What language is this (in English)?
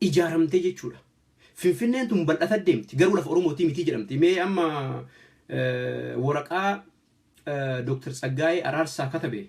Oromo